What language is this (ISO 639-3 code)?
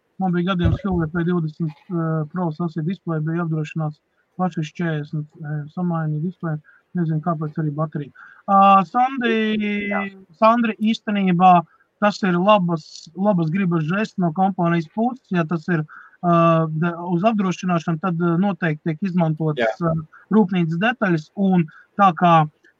lav